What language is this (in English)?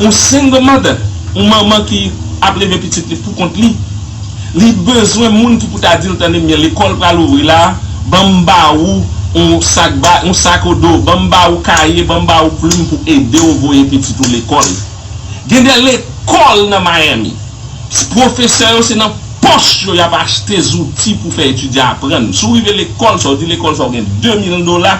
Haitian Creole